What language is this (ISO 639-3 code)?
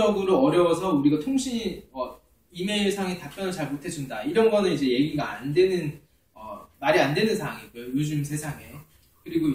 kor